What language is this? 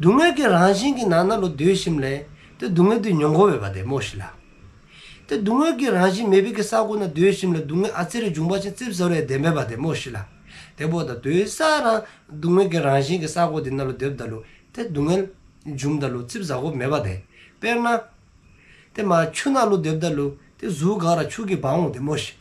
Dzongkha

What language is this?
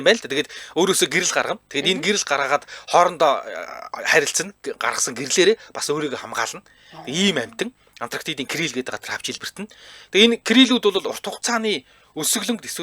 Mongolian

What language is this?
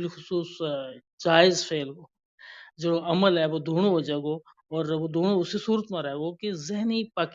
Gujari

